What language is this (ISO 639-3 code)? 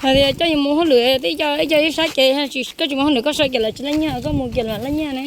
hmn